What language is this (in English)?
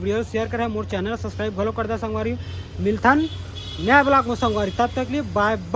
Chhattisgarhi